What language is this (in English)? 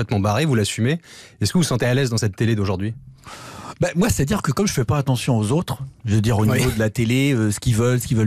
French